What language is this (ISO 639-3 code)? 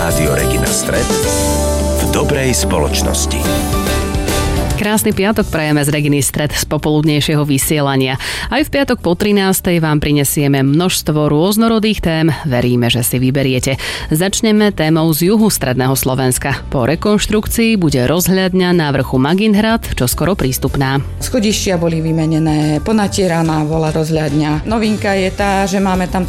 slk